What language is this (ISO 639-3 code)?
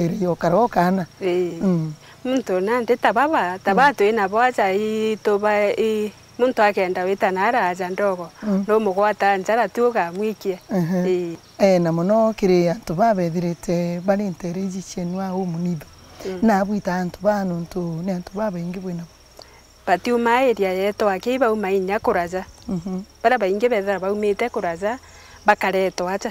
mer